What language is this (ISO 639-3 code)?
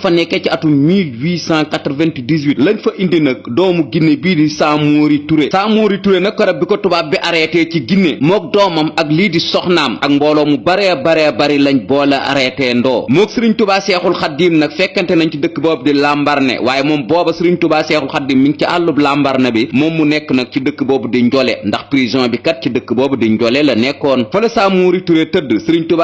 wol